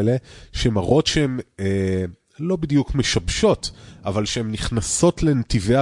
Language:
Hebrew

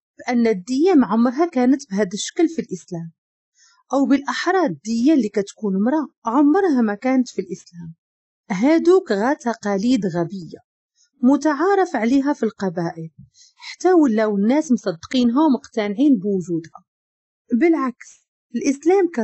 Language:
Moroccan Arabic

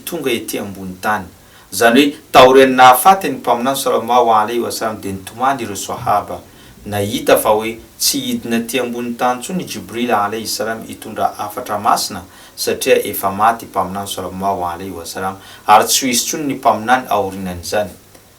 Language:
Malagasy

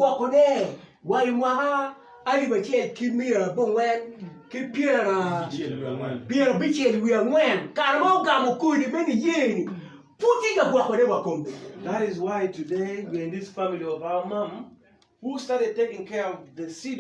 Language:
Acoli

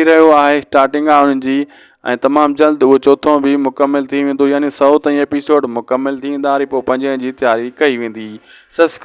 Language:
Sindhi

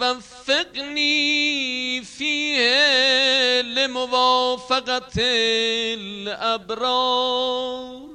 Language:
Albanian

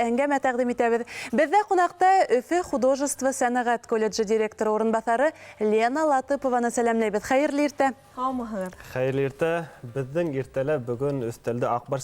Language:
Bashkir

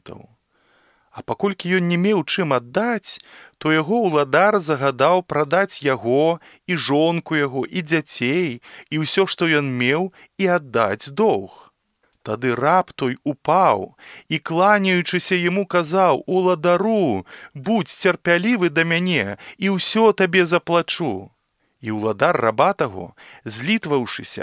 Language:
Belarusian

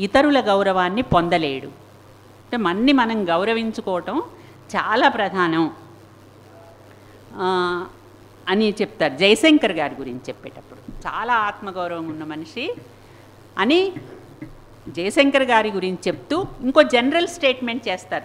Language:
Telugu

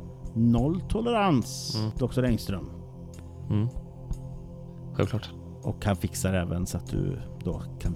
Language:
Swedish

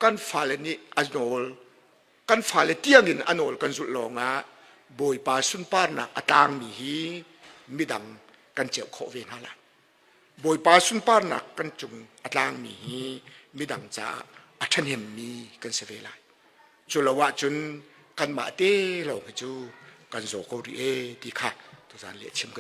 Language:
Hakha Chin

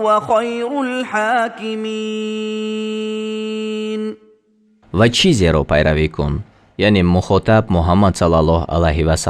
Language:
Tajik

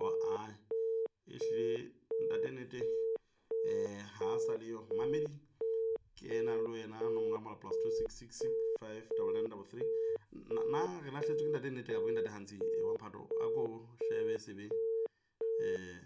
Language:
Southern Sotho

